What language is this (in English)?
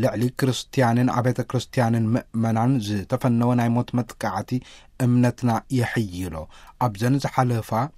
Tigrinya